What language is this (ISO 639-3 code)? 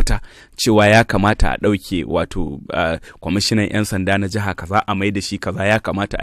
hau